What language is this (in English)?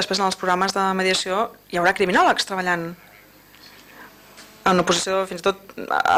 Catalan